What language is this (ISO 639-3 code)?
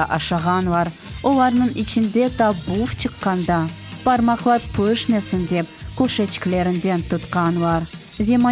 crh